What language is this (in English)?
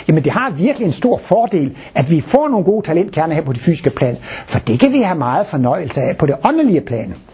Danish